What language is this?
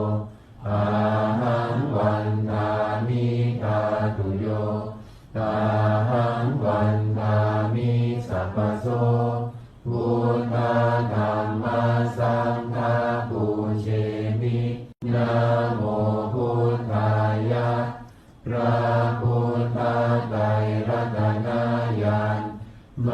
Pali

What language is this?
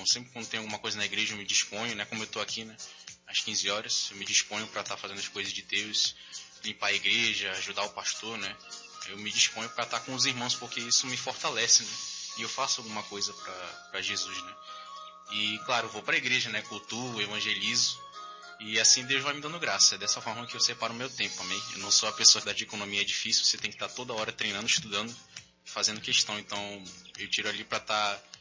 Portuguese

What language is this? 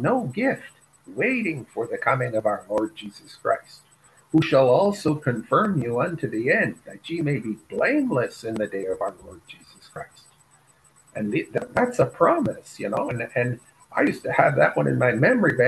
English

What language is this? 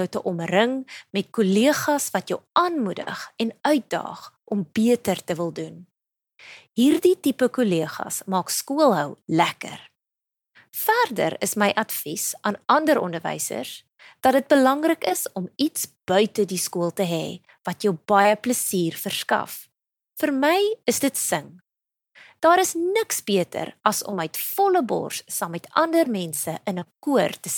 Afrikaans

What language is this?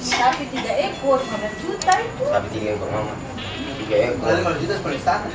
Ambonese Malay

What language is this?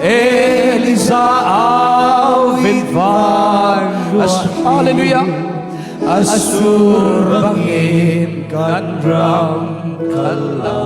Falam Chin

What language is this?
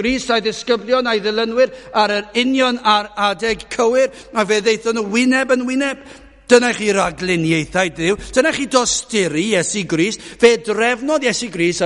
Welsh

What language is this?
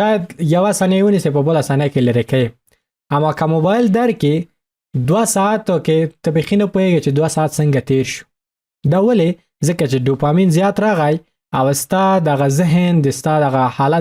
Pashto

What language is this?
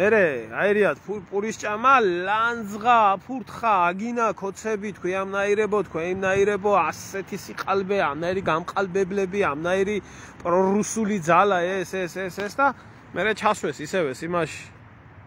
Georgian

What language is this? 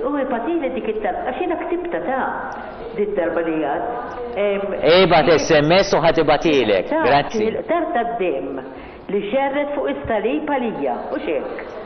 Maltese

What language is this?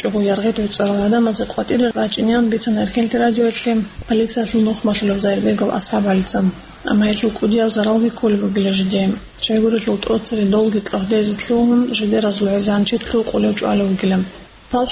Avaric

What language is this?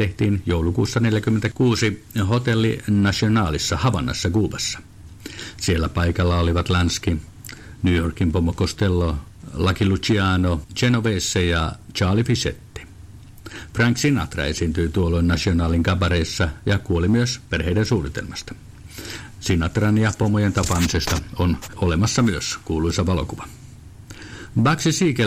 Finnish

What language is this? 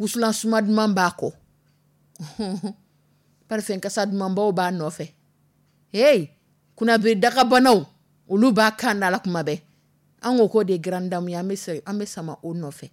Dyula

